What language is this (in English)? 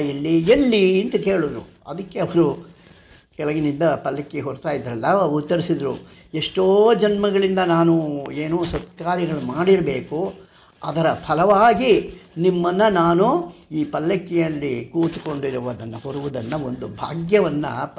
Kannada